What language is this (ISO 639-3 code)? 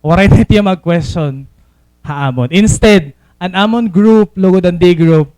war